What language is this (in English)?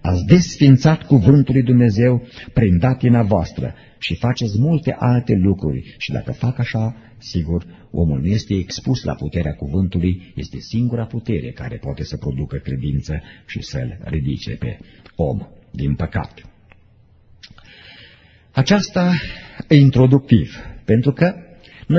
Romanian